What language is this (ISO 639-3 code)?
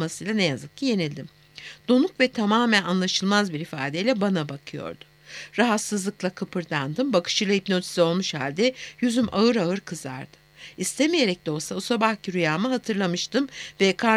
tur